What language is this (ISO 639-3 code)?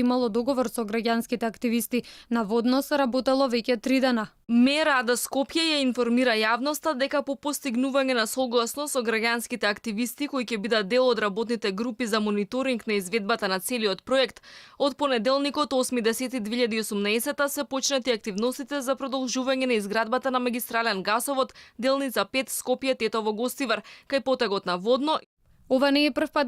mkd